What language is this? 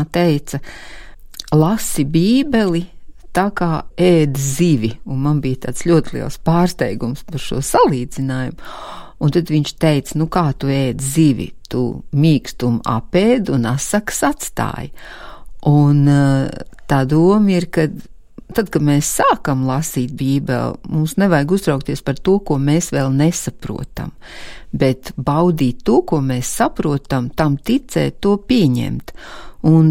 Latvian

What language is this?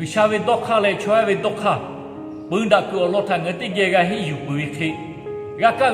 Lahu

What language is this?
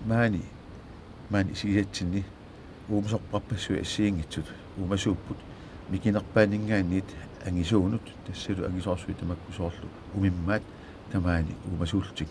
Kalaallisut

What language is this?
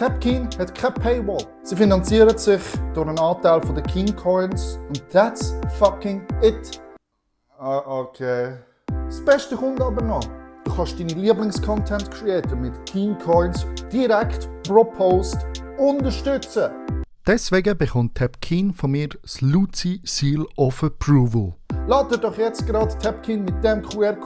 Swiss German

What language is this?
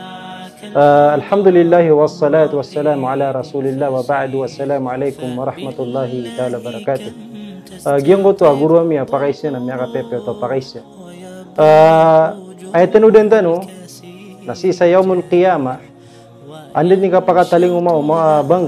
Maranao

